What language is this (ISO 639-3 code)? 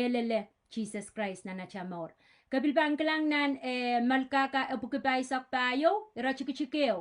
pon